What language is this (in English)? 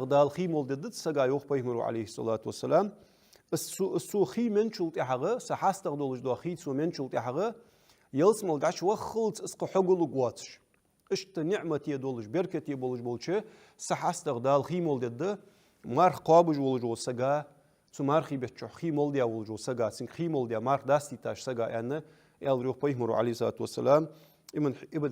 Ingush